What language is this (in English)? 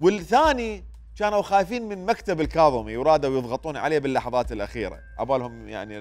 Mesopotamian Arabic